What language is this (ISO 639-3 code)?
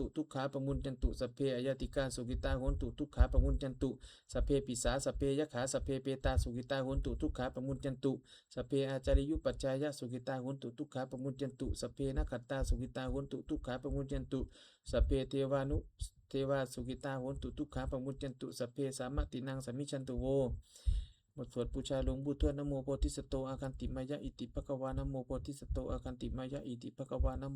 pli